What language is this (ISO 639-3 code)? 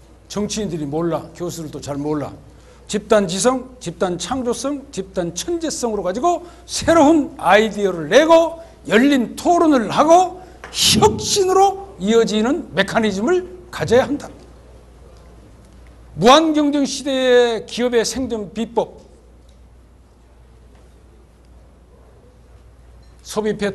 kor